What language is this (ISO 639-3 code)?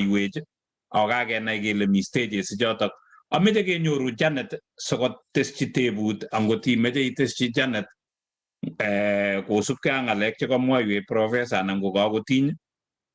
kln